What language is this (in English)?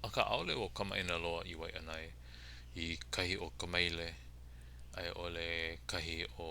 Hawaiian